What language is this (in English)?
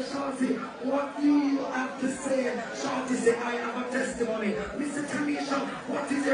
Jamaican Creole English